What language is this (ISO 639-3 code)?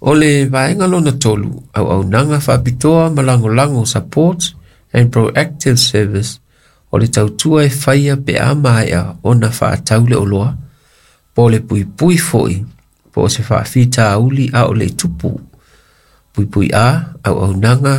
smo